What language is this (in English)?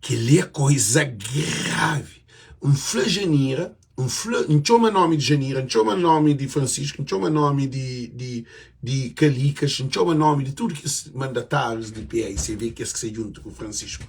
Kabuverdianu